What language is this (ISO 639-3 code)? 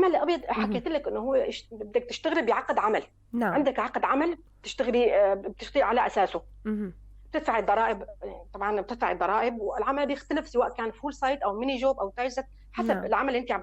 apc